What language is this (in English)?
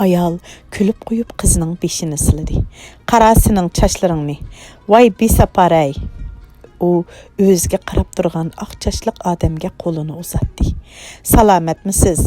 Uyghur